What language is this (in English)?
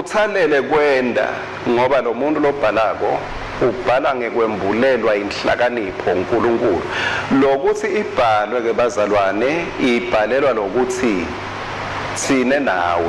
Swati